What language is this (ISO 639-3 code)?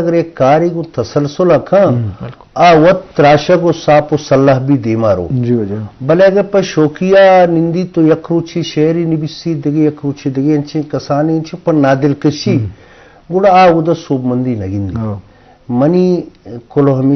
bgp